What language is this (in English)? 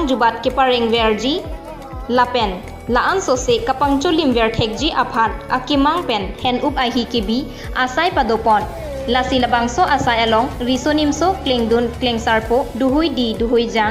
Karbi